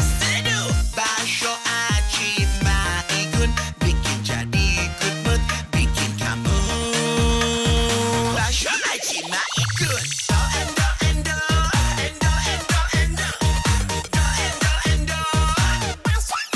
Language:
Indonesian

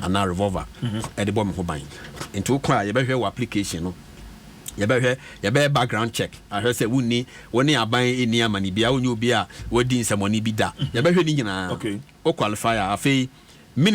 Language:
Akan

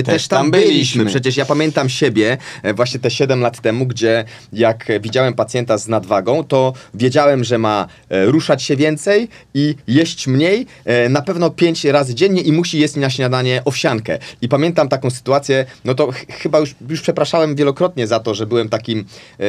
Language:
Polish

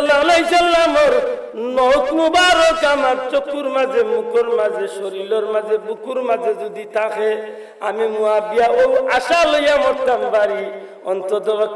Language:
Sylheti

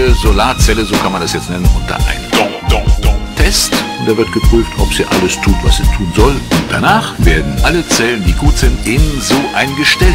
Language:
Swiss German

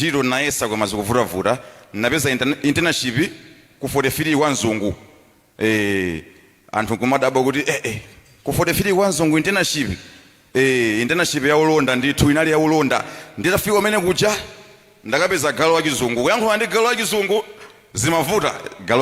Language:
Nyanja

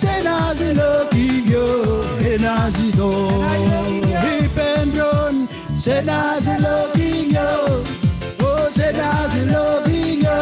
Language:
Marshallese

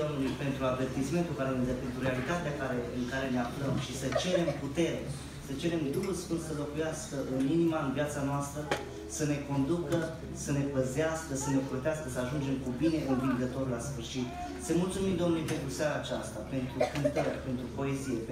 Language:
Romanian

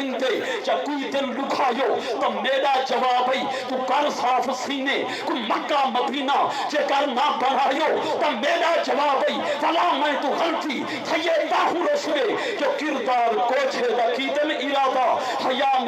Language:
Saraiki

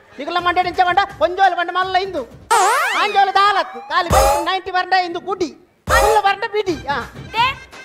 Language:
Tulu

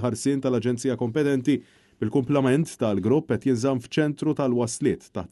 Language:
Maltese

